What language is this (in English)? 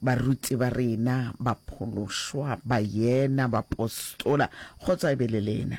Northern Sotho